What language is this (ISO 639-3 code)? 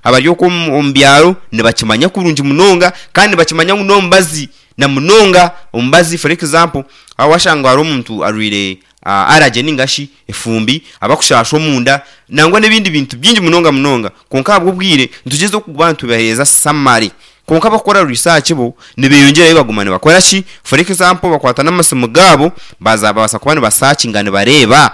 nyn